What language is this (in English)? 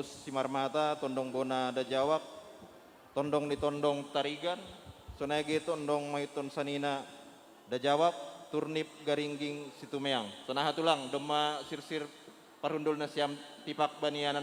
Batak Simalungun